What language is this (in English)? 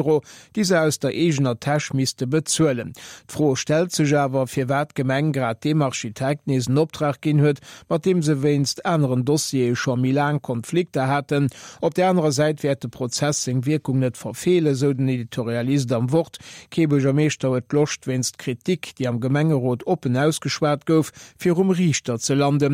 Luxembourgish